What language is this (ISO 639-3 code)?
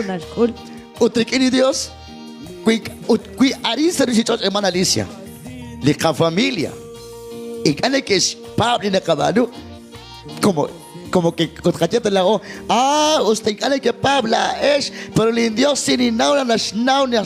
kek